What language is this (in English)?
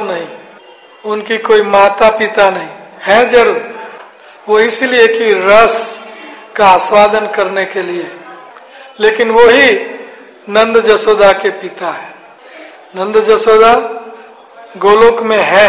Hindi